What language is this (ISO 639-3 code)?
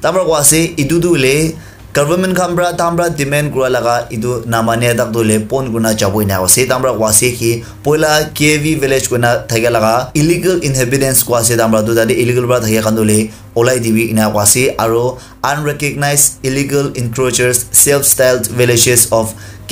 nag